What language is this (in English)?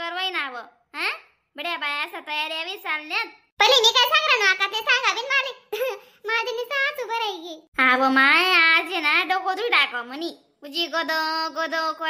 Khandesi